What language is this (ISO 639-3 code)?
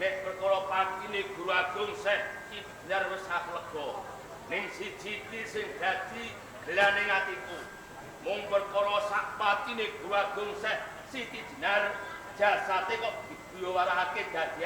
jav